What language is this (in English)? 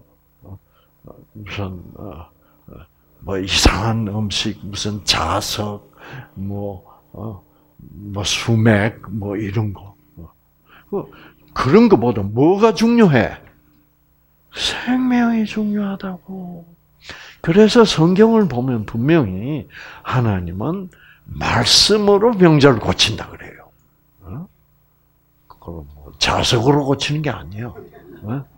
Korean